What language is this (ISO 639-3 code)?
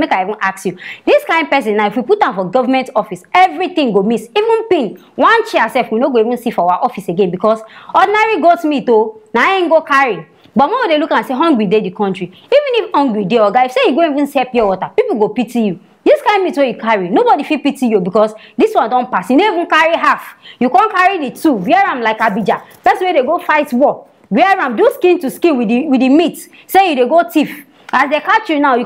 pcm